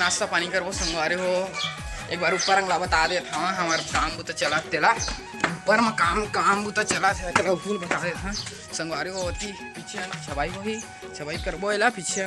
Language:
Chhattisgarhi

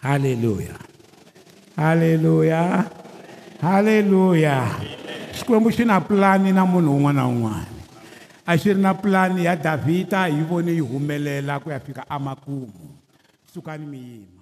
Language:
Tsonga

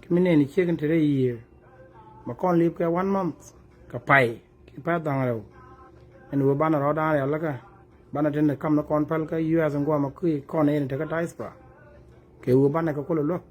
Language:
Nuer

